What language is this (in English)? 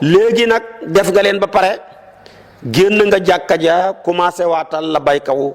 Wolof